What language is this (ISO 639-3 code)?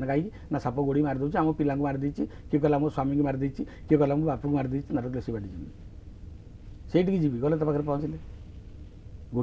ori